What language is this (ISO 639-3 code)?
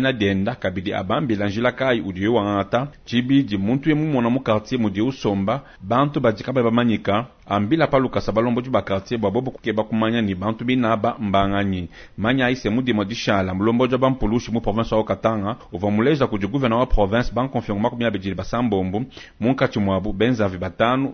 lua